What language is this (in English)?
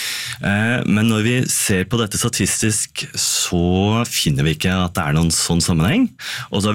Norwegian